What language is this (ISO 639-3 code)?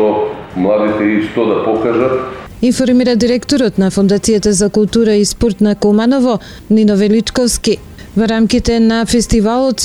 mkd